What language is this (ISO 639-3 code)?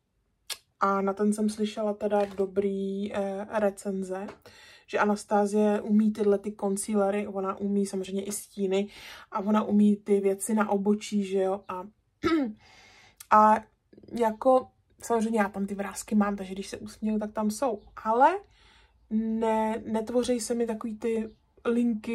ces